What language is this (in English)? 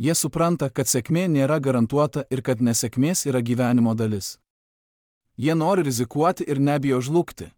Lithuanian